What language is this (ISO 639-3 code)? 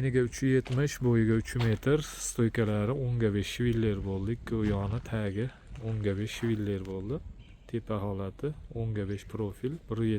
uzb